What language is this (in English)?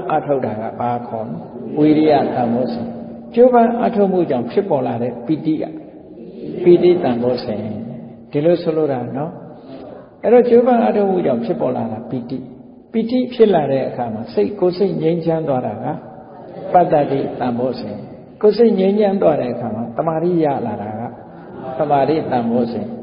Burmese